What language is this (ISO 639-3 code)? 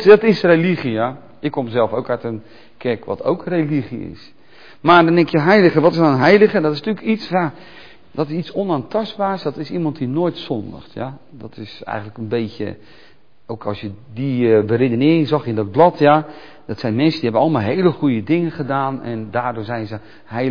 nld